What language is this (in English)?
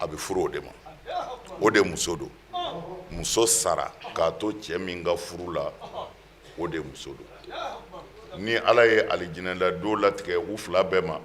Bambara